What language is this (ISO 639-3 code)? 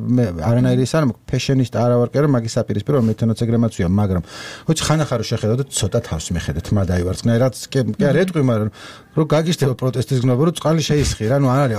kat